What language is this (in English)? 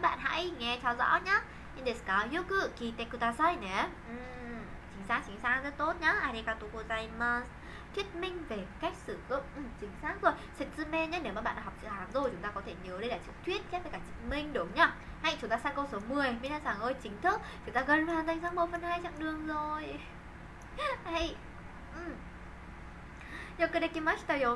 Vietnamese